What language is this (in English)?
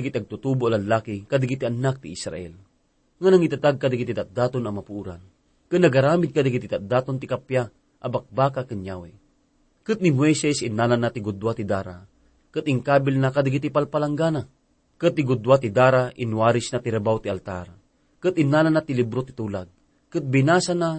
Iloko